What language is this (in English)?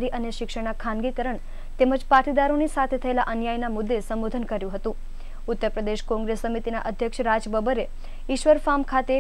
Gujarati